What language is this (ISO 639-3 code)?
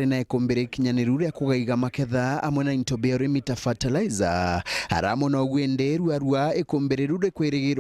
mer